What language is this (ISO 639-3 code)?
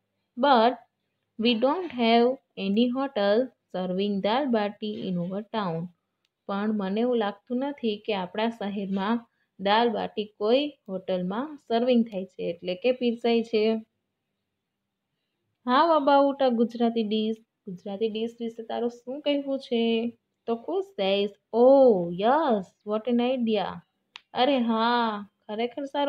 guj